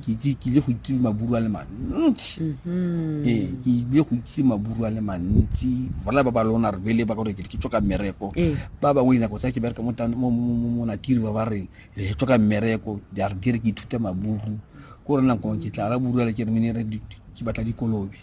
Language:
Tswana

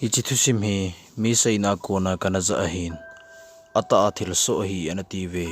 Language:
Thado Chin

